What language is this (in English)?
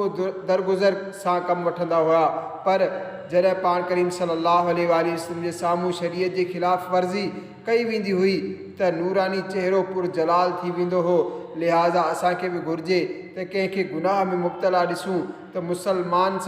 Sindhi